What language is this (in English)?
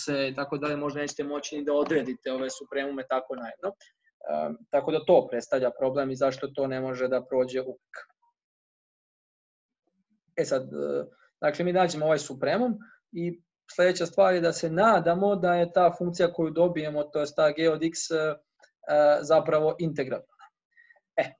Serbian